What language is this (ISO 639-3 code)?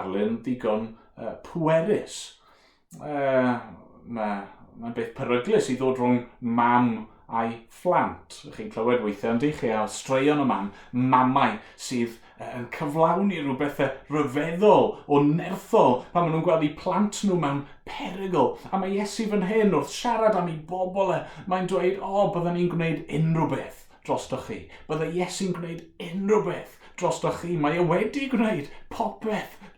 cym